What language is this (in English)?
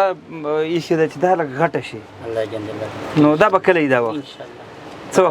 Pashto